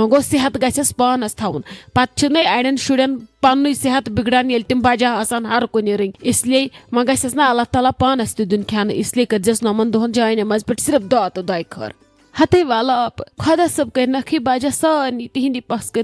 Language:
Kashmiri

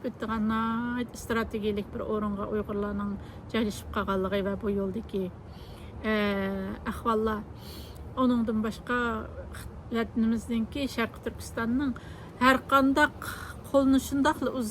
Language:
Uyghur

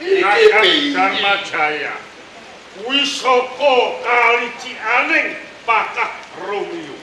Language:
Javanese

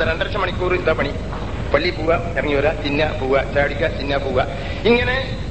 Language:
Malayalam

